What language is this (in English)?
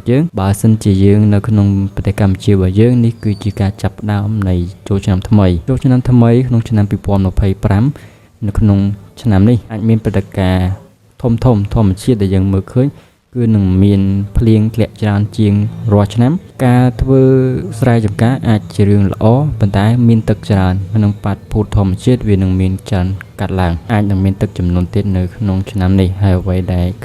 Khmer